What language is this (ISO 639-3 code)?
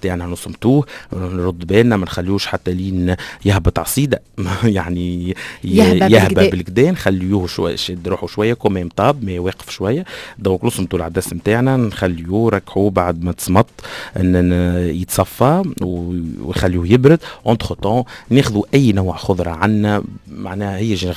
aeb